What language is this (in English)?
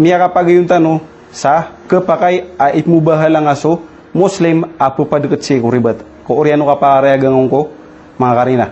Maranao